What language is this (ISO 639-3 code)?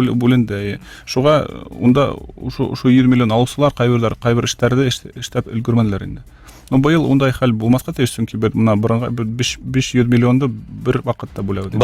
bak